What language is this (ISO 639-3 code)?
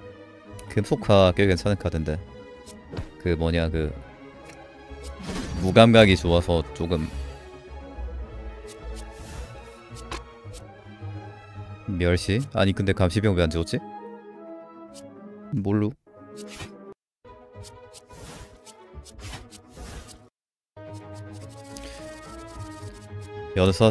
kor